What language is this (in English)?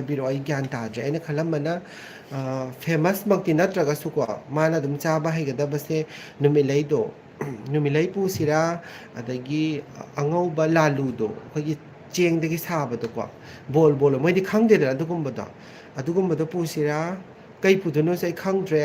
Manipuri